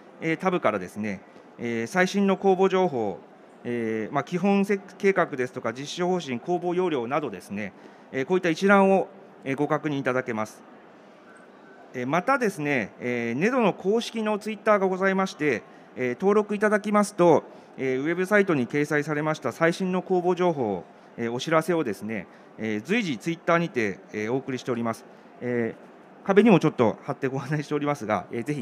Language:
Japanese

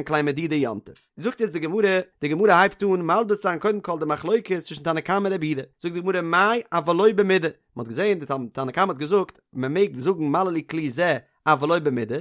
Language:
Yiddish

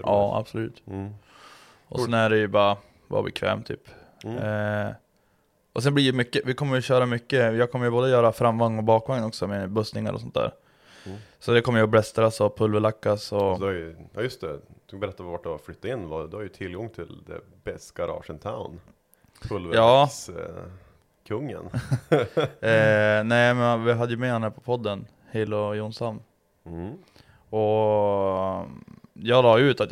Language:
Swedish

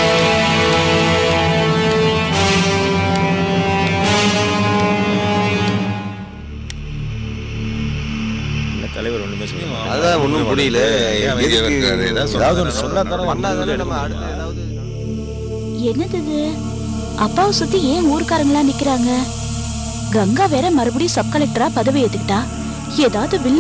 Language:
Tamil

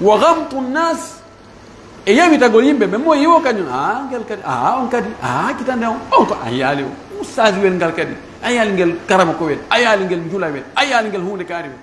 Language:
Fula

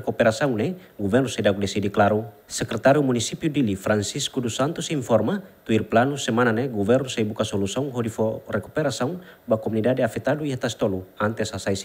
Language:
Tetum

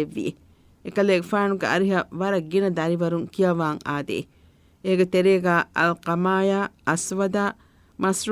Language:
Divehi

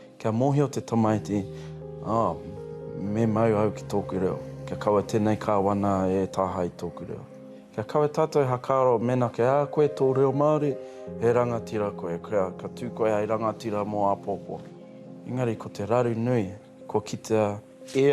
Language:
Māori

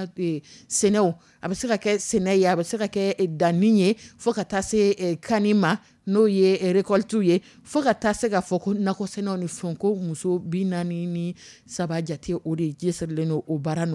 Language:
Dyula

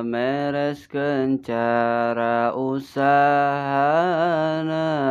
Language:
Sundanese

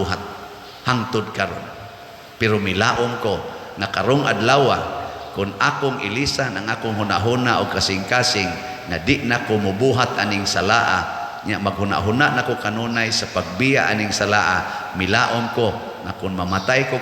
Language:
Cebuano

